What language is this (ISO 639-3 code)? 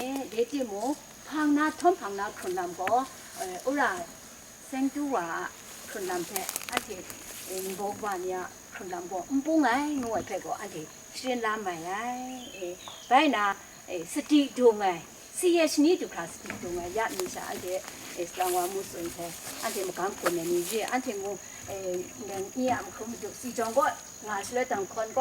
kac